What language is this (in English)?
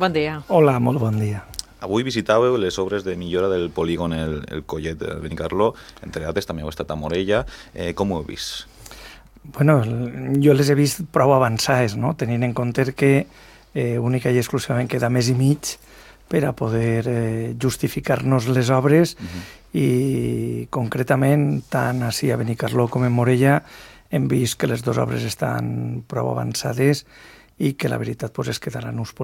Catalan